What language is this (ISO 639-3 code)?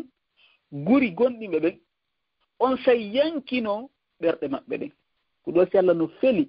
ful